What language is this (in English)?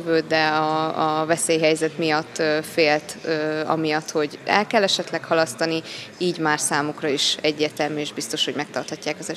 Hungarian